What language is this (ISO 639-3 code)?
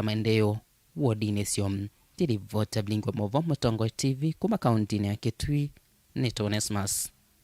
kam